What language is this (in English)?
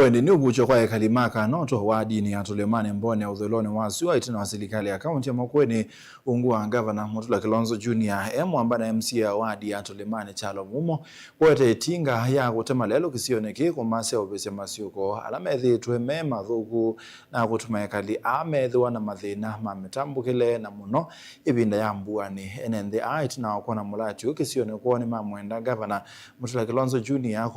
Kamba